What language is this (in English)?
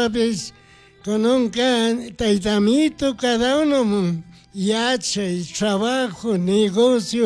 Chimborazo Highland Quichua